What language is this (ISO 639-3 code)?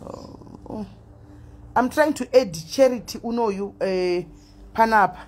sna